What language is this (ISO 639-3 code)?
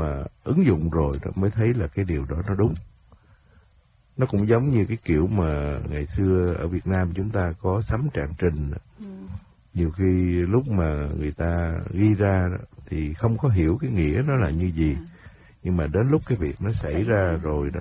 vie